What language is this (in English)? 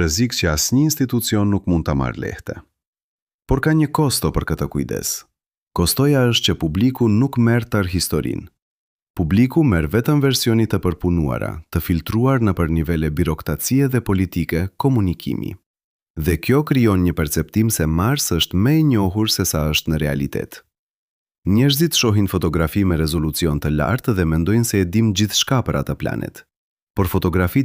Albanian